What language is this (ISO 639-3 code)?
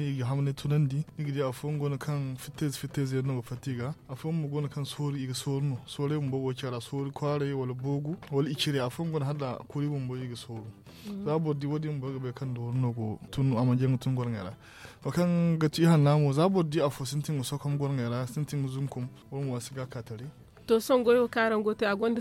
dje